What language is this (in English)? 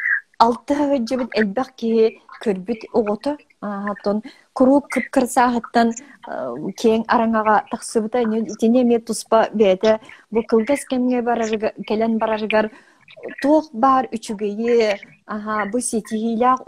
Yakut